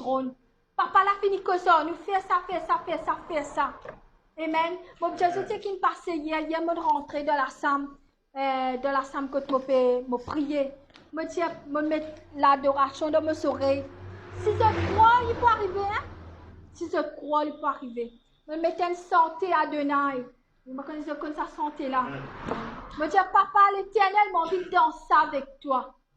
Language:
Morisyen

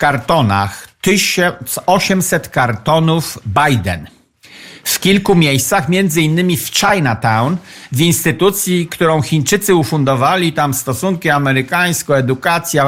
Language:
Polish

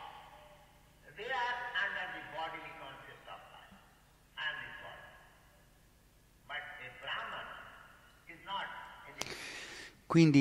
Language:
Italian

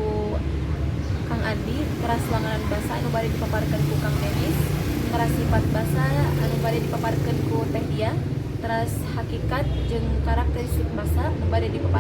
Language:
Sundanese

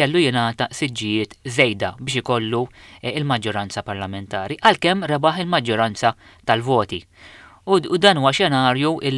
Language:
Maltese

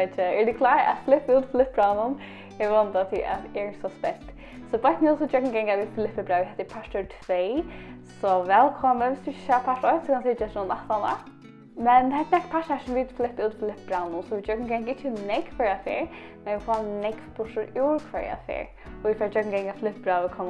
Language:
Faroese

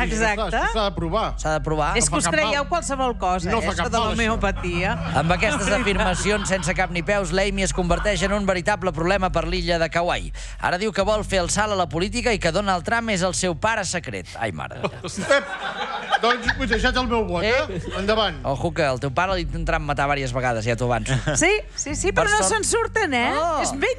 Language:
Catalan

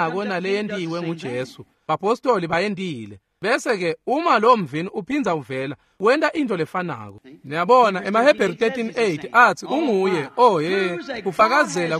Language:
Swati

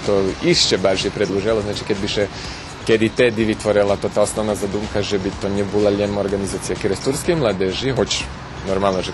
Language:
Rusyn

